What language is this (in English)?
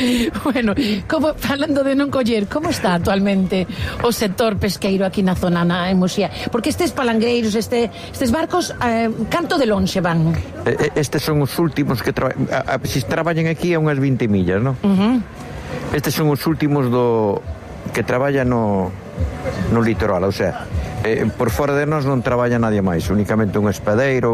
Galician